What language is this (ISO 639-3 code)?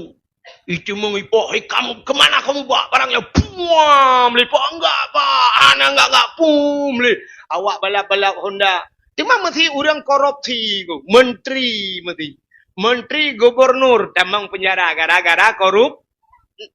ace